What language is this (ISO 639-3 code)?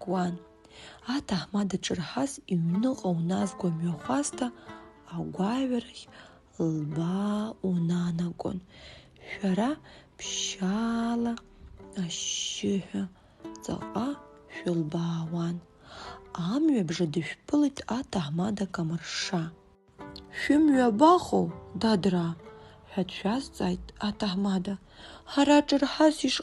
abk